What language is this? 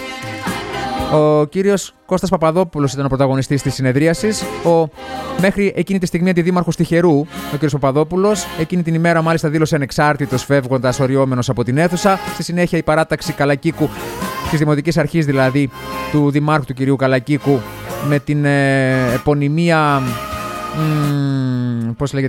Greek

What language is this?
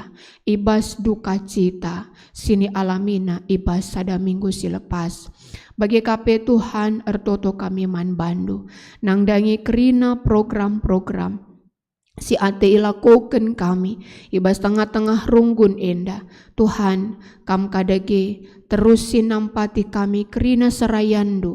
Batak Karo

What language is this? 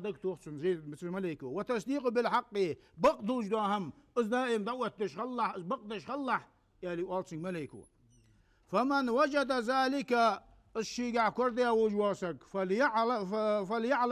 Ingush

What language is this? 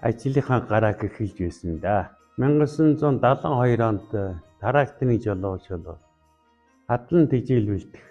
Mongolian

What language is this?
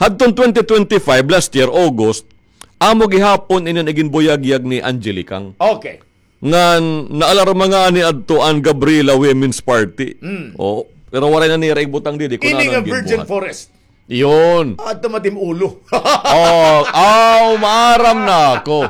Waray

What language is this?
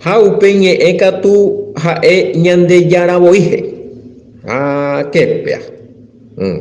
Guarani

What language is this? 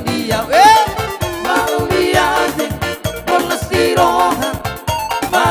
Batak Toba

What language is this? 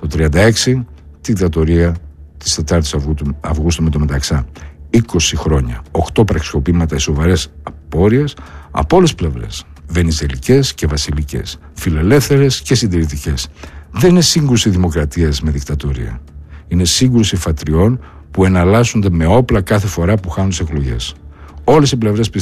Greek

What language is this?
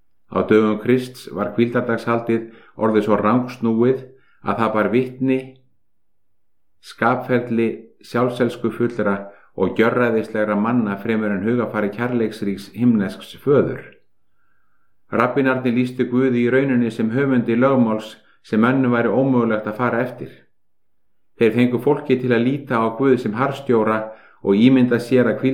Icelandic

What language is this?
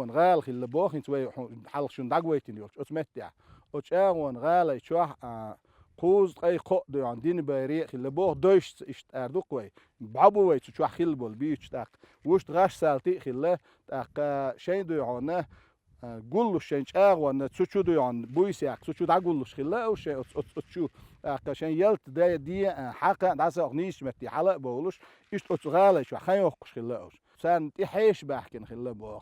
Chechen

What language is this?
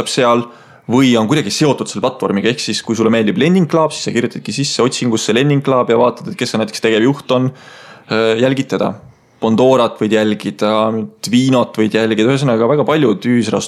Estonian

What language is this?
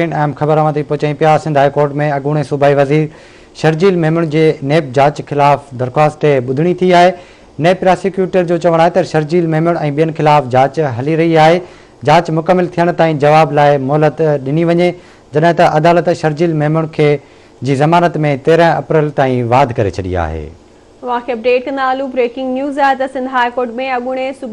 Sindhi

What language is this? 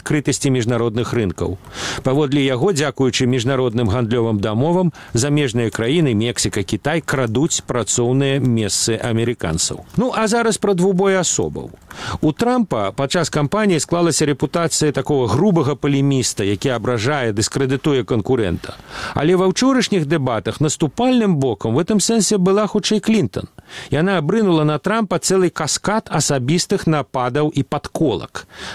Belarusian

